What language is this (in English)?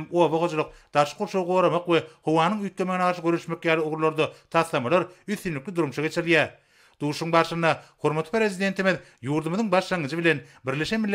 Turkmen